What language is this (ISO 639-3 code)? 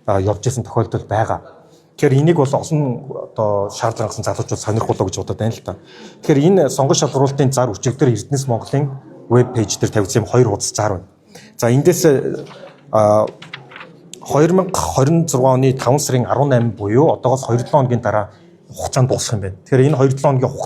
mon